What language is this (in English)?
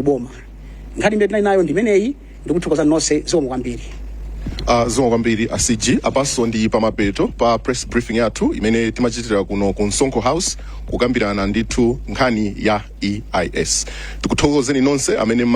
Nyanja